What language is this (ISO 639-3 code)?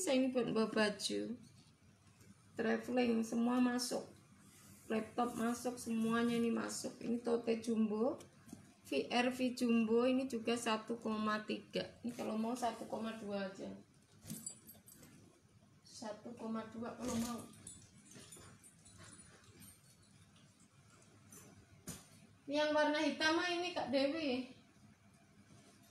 ind